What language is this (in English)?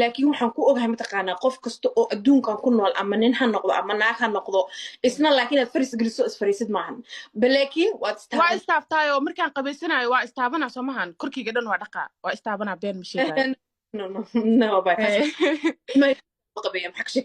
Somali